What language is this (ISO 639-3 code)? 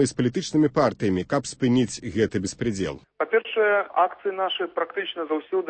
bel